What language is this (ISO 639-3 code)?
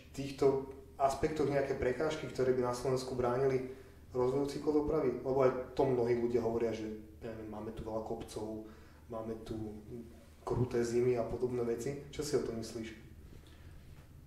slk